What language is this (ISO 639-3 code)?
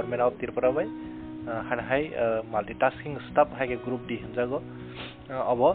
trp